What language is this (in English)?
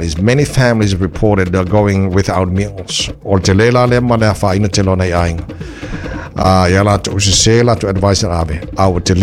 Samoan